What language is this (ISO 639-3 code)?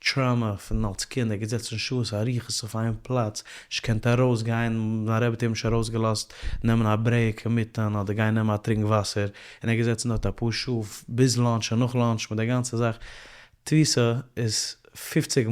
yid